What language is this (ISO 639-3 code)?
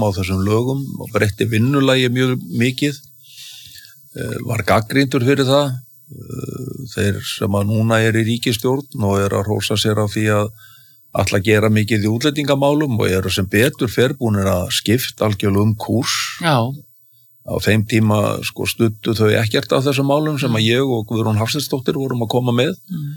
isl